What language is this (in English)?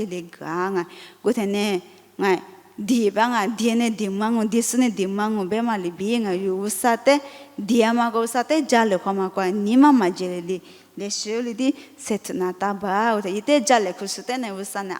Lisu